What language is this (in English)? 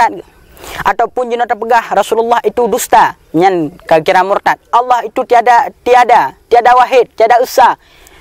Achinese